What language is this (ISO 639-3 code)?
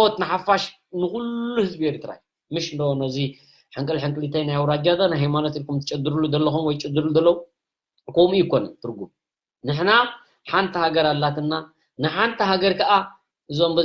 tir